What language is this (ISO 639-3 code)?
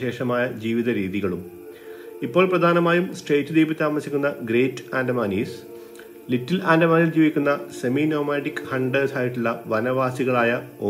mal